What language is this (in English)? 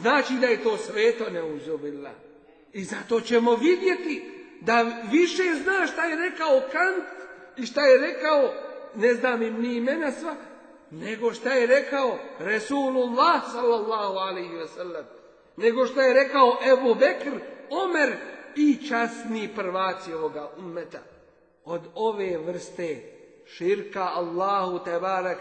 Bosnian